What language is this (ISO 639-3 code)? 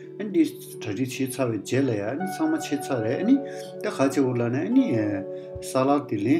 bod